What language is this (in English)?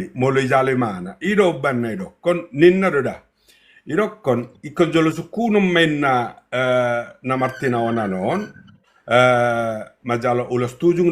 Batak Toba